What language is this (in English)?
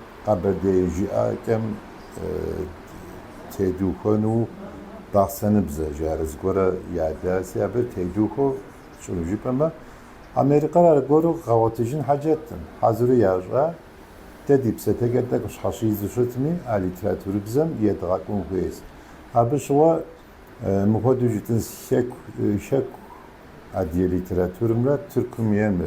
Kabardian